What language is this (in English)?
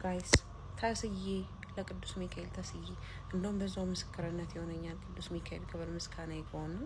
Amharic